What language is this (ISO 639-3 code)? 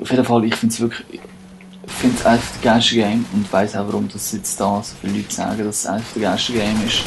gsw